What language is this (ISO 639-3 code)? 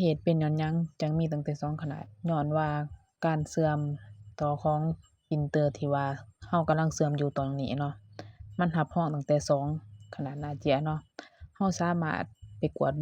lao